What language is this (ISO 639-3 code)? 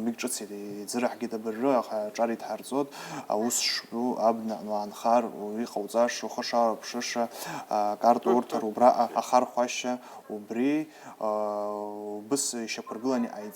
abk